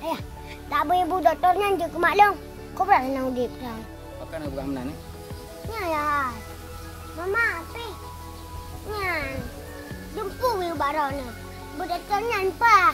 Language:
Achinese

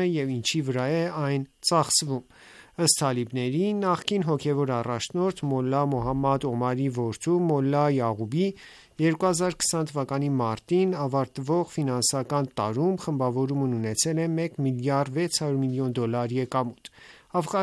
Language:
Armenian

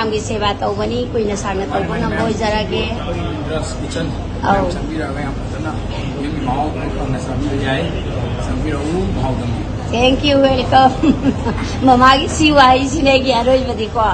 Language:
Manipuri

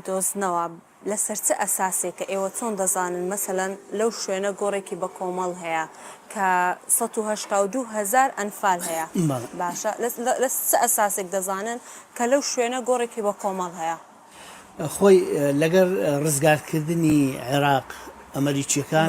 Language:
Central Kurdish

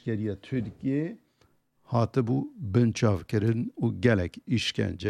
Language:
Kurdish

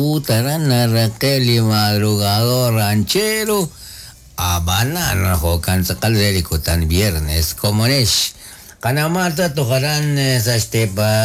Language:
Kekchí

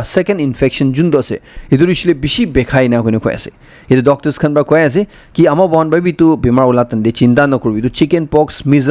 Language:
Naga Pidgin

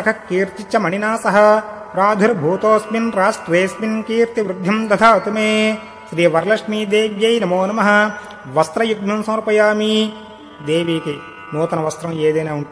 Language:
Telugu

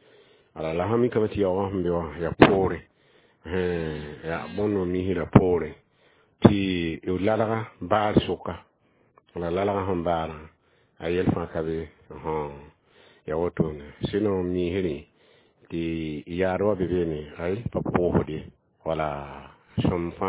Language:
Mossi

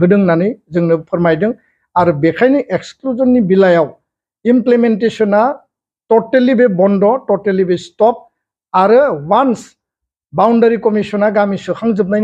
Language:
Bodo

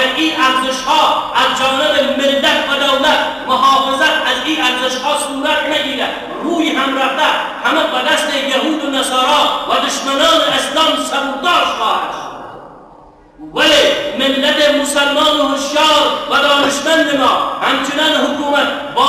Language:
Persian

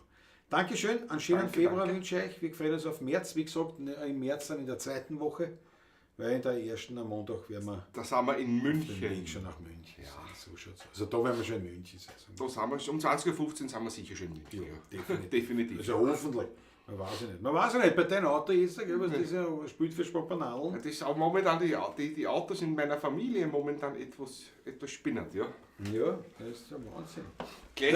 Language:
Bavarian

